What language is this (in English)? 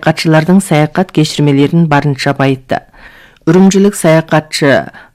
Kazakh